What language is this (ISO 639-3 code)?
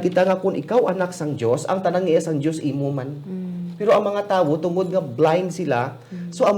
hil